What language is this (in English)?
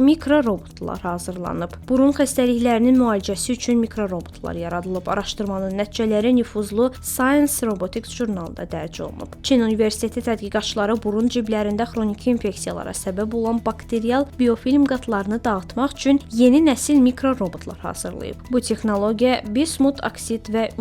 Azerbaijani